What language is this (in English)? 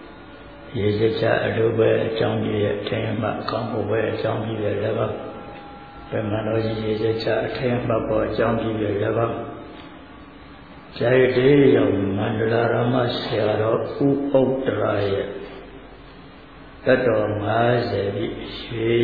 Burmese